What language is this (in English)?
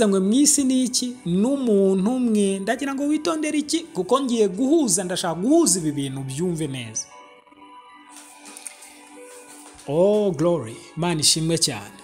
Kinyarwanda